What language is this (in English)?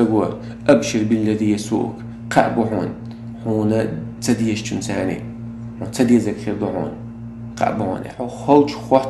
Chechen